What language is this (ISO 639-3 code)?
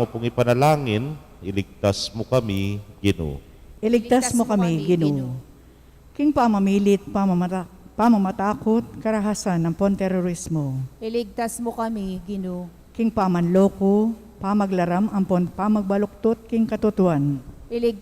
pam